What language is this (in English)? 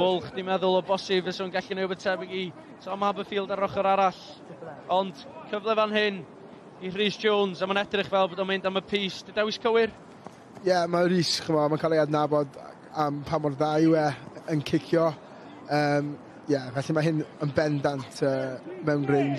Welsh